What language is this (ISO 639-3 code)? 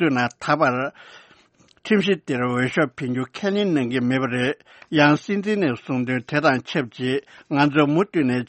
bod